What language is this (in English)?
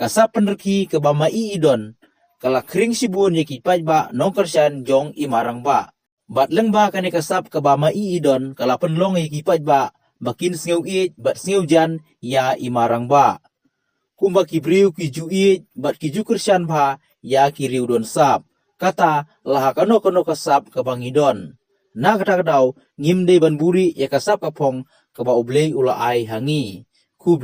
Khasi